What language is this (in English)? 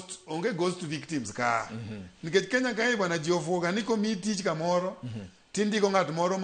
Luo (Kenya and Tanzania)